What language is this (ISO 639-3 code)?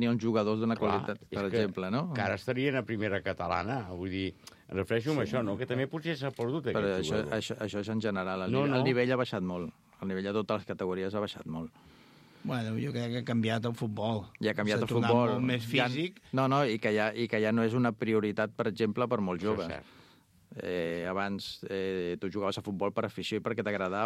cat